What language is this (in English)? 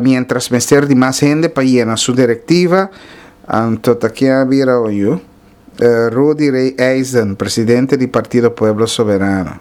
Papiamento